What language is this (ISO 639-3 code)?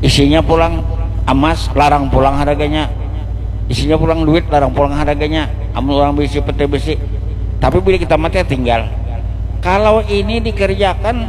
bjn